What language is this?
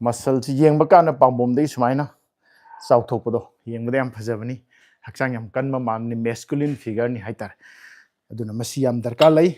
Manipuri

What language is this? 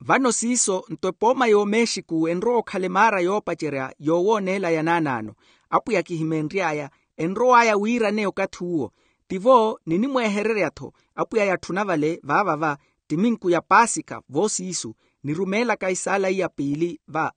Makhuwa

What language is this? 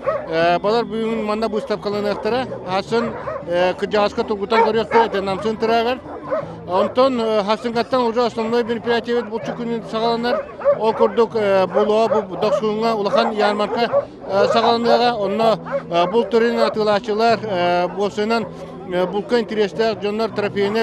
Yakut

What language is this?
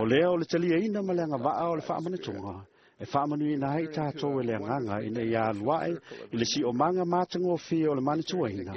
Samoan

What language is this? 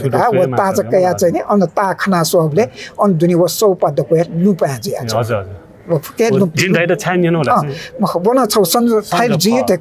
Newari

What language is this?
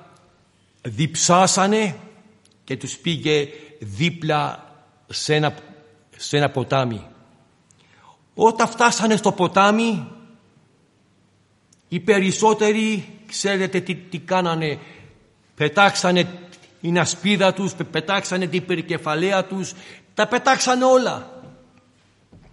Greek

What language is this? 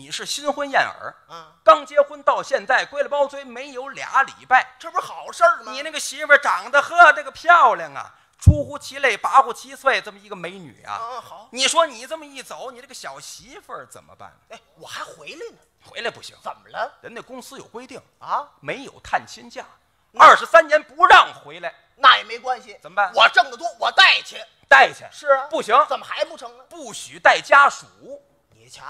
Chinese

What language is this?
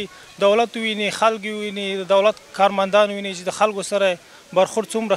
Pashto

